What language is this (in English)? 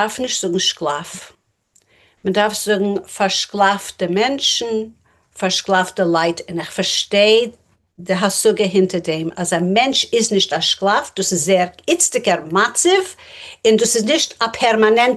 Yiddish